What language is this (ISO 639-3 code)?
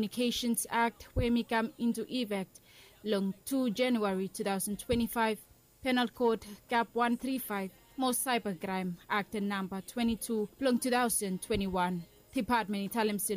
bis